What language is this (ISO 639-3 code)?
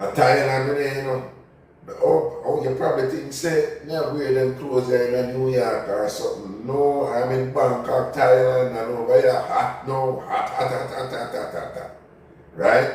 jam